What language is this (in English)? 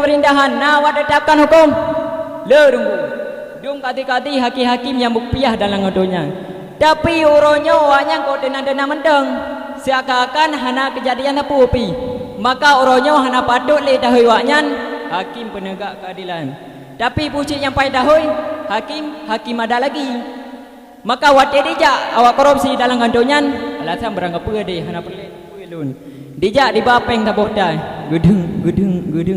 Achinese